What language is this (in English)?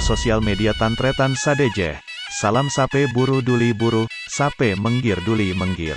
Madurese